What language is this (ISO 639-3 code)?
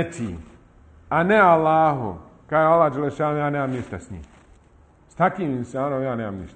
bos